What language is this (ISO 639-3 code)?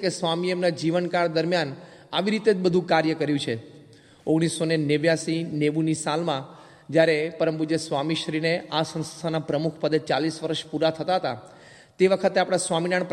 guj